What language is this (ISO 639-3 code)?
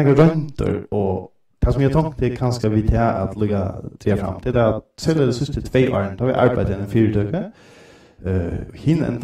fao